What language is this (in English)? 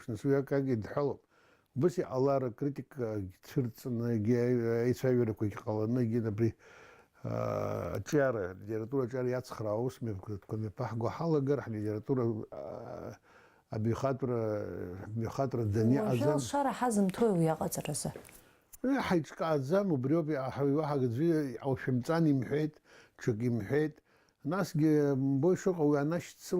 Abkhazian